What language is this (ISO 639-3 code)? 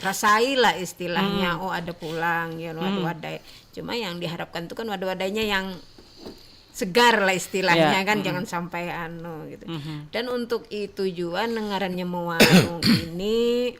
bjn